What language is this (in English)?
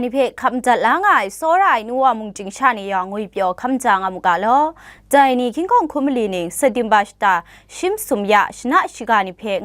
Kachin